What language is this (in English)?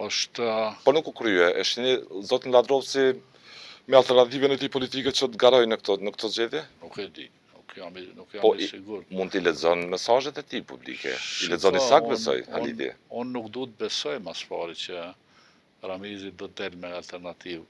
Albanian